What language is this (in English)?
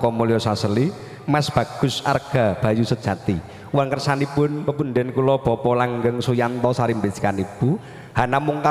Javanese